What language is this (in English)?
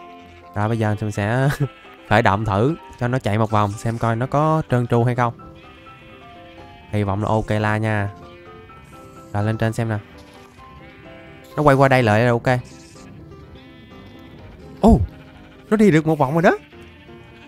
Vietnamese